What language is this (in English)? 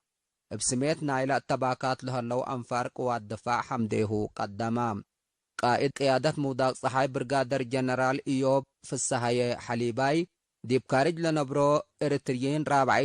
Tigre